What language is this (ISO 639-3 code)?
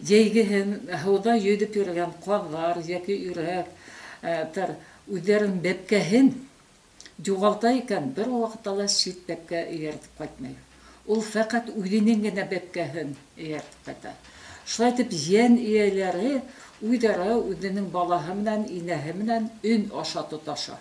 bak